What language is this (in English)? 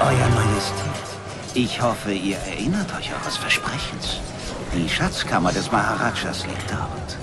Bavarian